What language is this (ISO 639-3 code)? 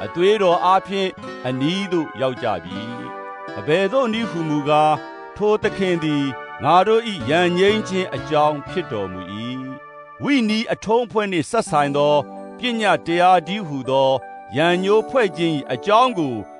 mya